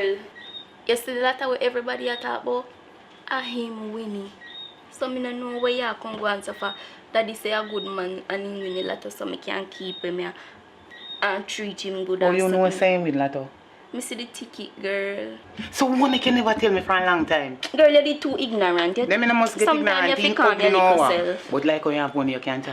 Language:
Jamaican Creole English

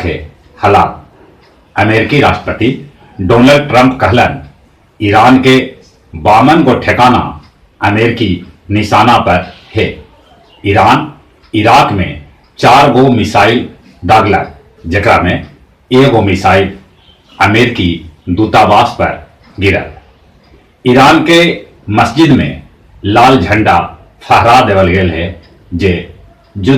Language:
Magahi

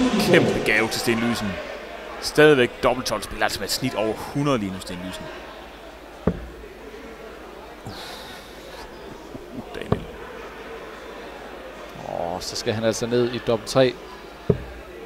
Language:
Danish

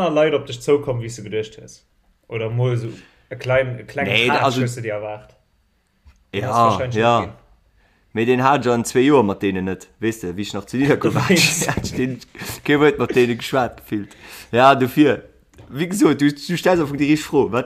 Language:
Luxembourgish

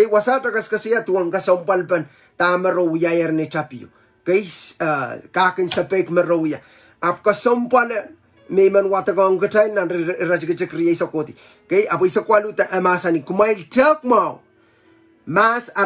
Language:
Pohnpeian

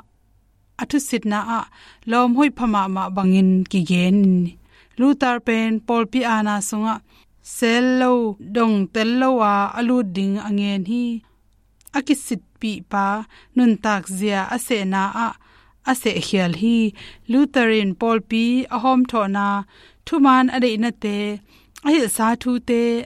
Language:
Tedim Chin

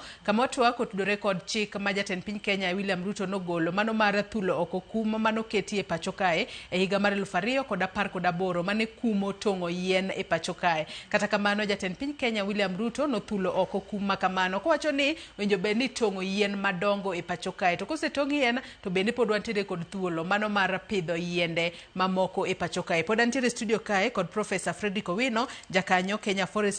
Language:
Luo (Kenya and Tanzania)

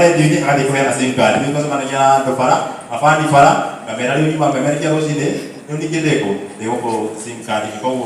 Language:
Kikuyu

